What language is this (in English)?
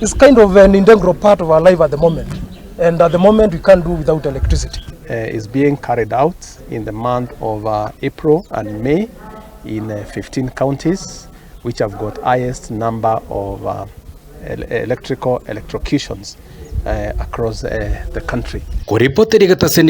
Gusii